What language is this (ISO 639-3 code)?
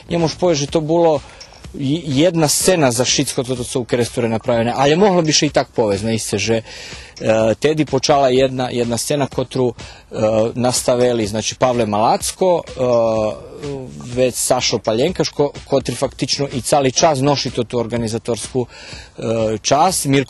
rue